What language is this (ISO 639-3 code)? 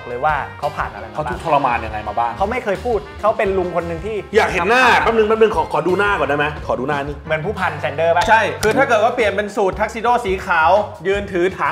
tha